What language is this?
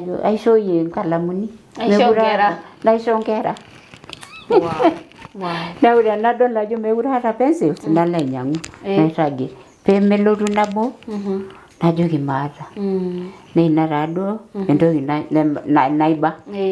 Masai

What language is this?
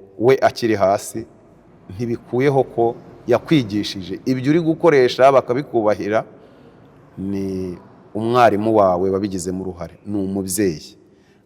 Kinyarwanda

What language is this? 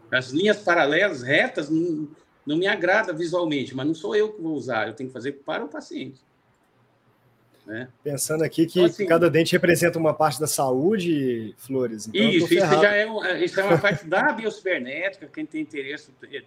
Portuguese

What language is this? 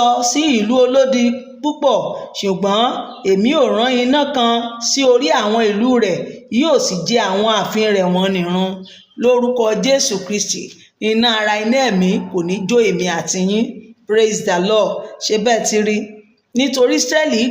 Yoruba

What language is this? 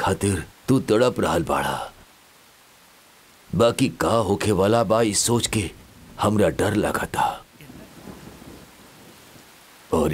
Bhojpuri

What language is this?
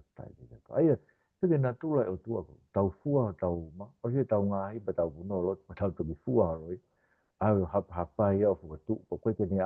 Tongan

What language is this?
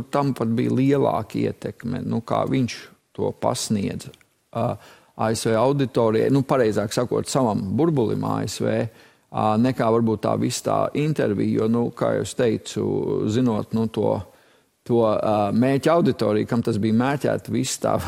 Latvian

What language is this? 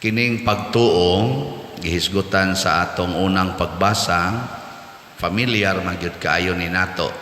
Cebuano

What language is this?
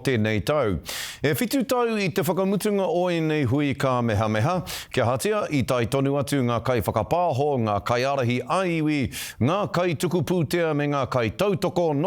Māori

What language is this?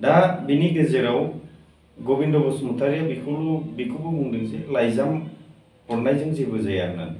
Bodo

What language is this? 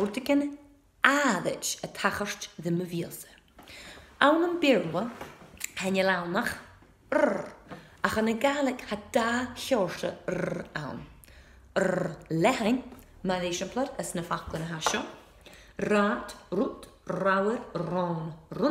Scottish Gaelic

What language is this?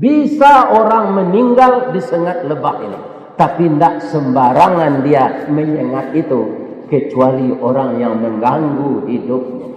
Minangkabau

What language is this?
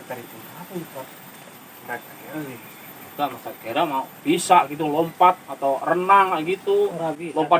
Betawi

